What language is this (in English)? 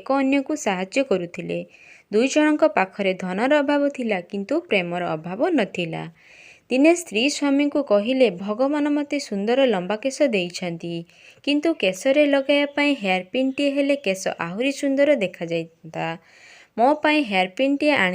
Odia